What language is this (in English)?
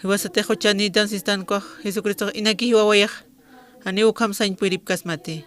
Aymara